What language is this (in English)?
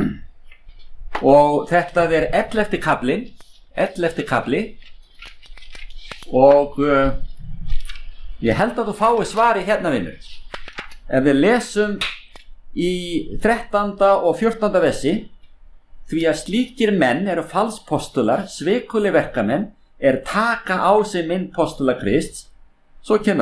Icelandic